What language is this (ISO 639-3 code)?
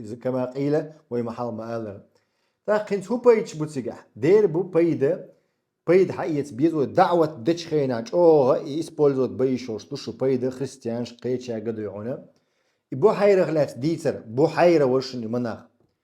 che